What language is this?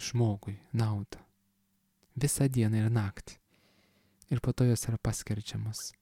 Lithuanian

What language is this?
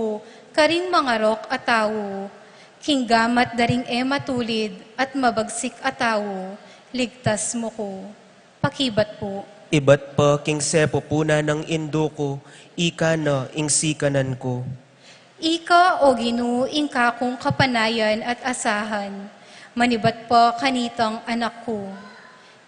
Pampanga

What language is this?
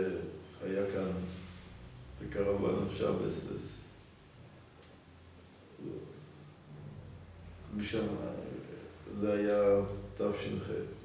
Hebrew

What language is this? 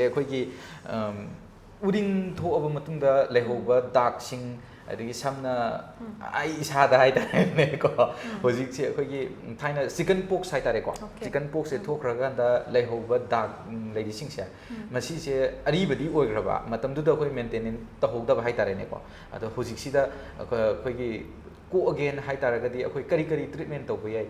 Manipuri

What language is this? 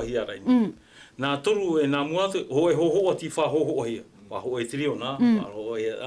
Tahitian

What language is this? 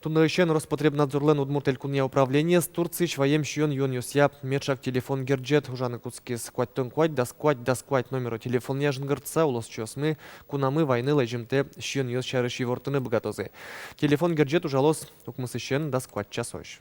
Udmurt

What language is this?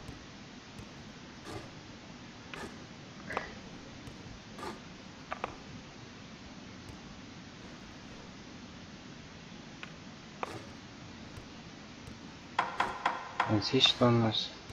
Russian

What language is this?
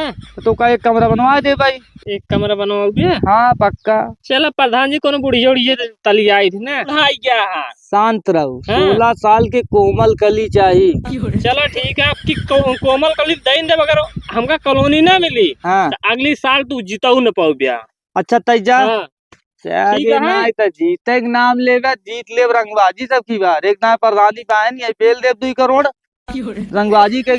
Awadhi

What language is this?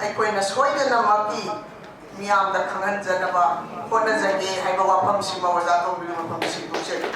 Manipuri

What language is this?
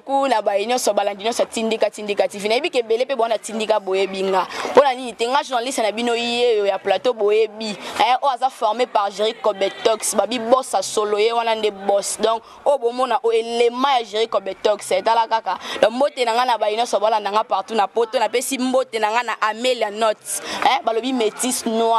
Lingala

